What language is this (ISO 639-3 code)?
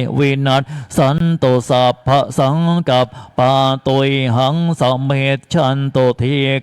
pli